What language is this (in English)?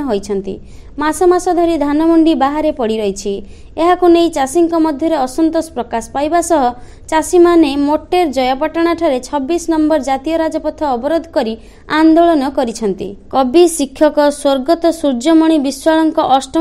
Odia